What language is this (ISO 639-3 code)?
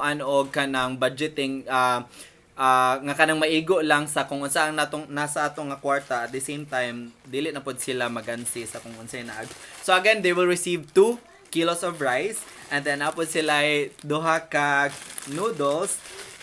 ceb